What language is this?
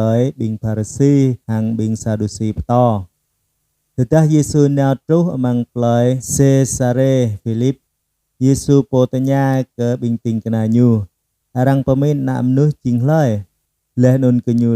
Jarai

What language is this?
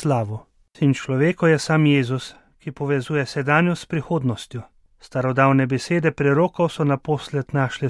Slovenian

